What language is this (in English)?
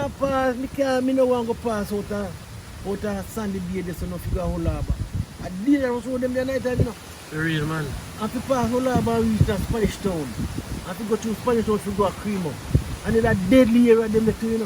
Jamaican Creole English